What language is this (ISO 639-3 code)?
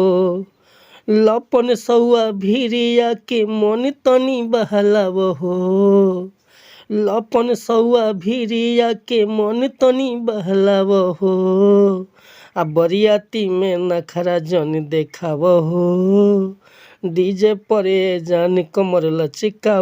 bho